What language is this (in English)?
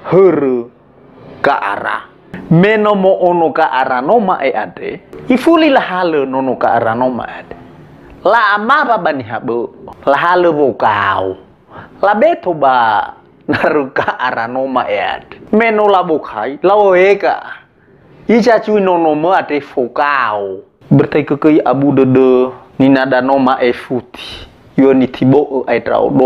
Nias